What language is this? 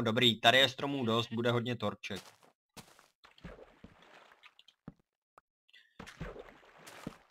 Czech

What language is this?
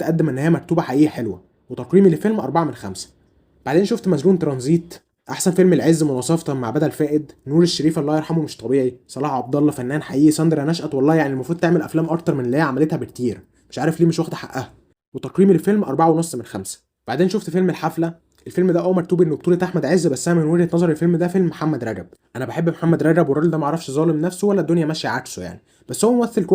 Egyptian Arabic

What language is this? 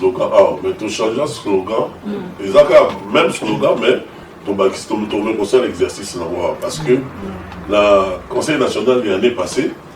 Lingala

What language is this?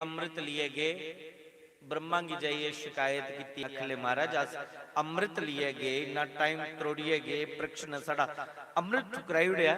Dogri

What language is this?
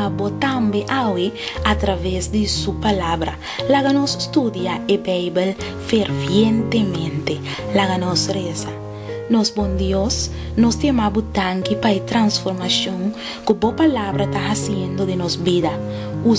Papiamento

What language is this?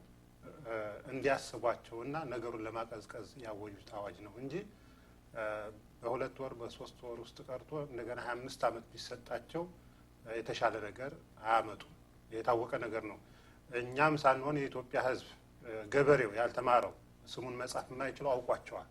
Amharic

